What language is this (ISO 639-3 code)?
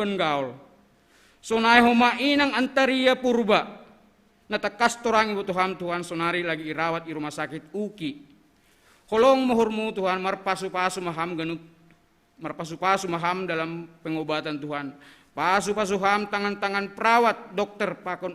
bts